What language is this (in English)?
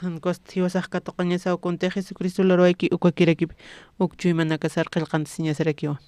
Aymara